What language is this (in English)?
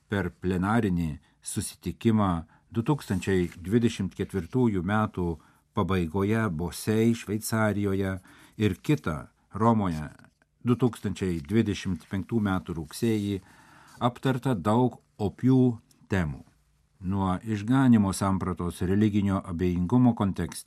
Lithuanian